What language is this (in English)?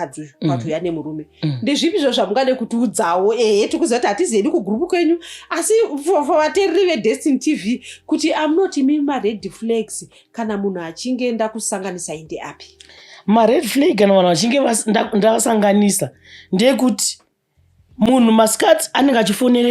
Shona